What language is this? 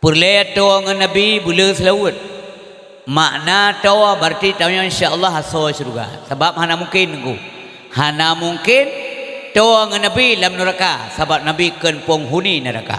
Achinese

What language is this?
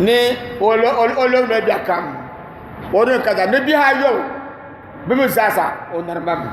Dagbani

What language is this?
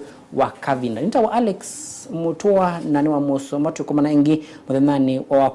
Kamba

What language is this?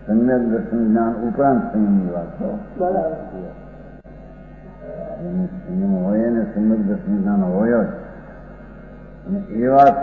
Gujarati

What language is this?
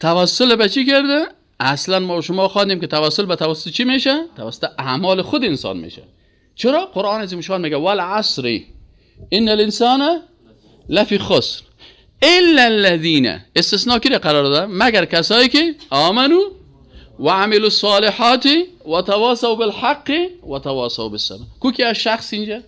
Persian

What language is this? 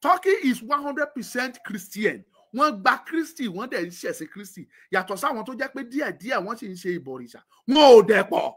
Yoruba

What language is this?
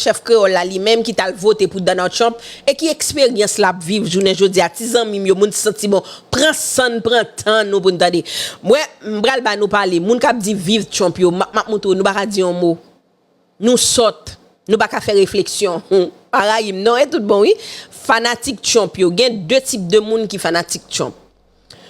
Haitian Creole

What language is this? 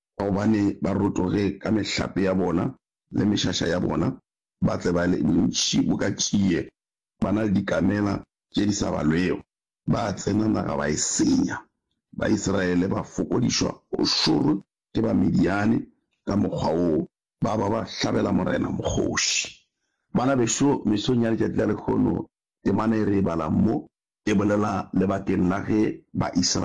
Northern Sotho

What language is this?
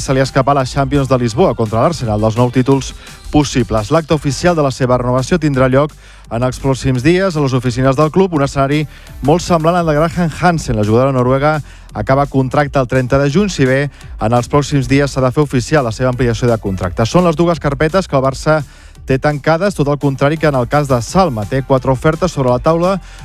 Catalan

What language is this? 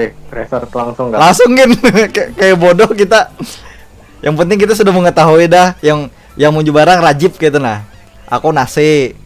Banjar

